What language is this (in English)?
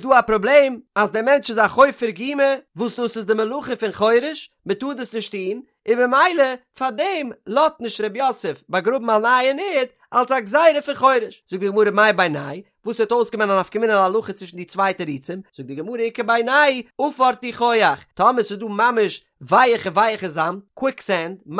Yiddish